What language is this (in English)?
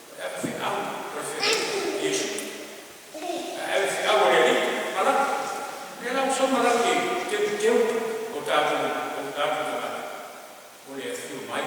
Samoan